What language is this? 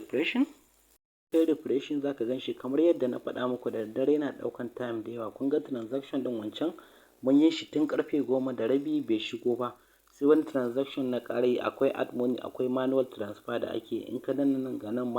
Hausa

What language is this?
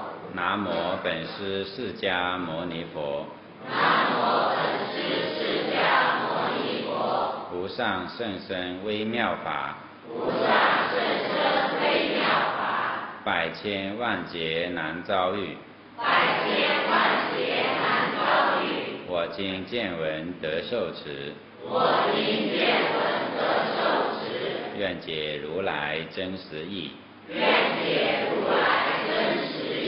Chinese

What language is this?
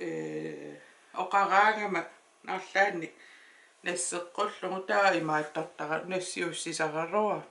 Kalaallisut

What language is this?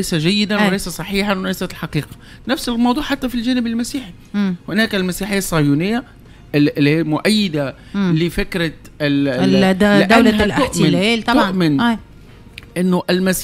Tunisian Arabic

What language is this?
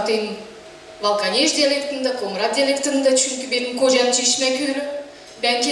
Gagauz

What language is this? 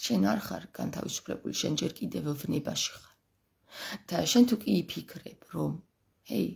Georgian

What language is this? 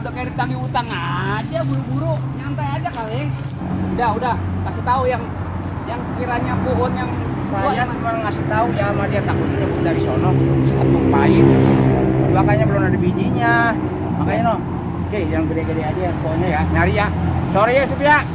Betawi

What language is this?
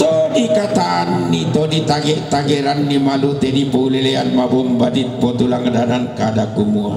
Toraja-Sa'dan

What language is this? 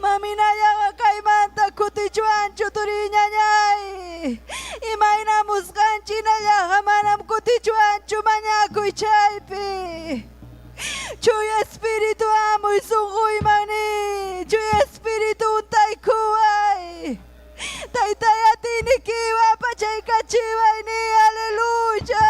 Ayacucho Quechua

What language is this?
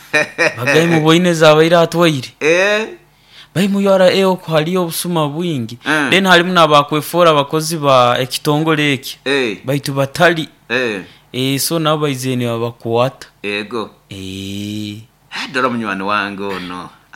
Nyoro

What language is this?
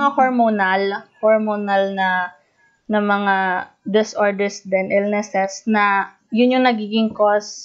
Filipino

